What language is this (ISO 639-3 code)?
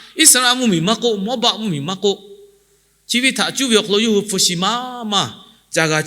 lhu